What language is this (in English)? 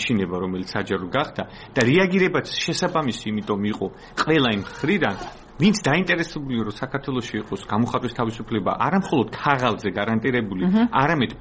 Georgian